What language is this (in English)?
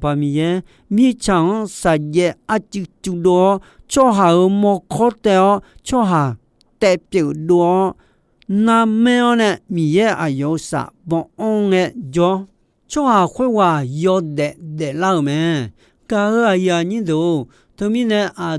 Akha